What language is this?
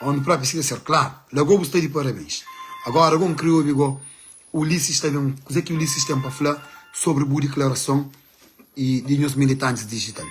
Kabuverdianu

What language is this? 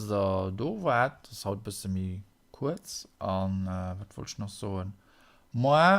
Luxembourgish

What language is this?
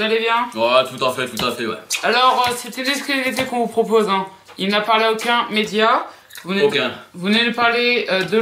French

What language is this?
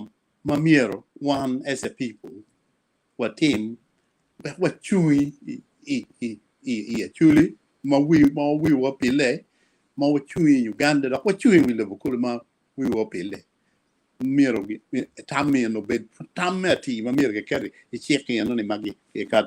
Acoli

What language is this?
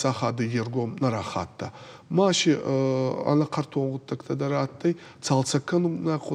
Ossetic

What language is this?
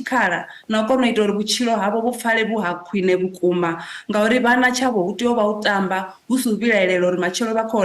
Venda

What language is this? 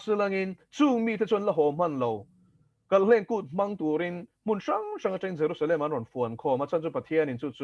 Mizo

